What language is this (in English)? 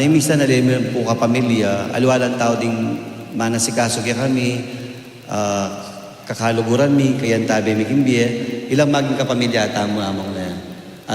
Pampanga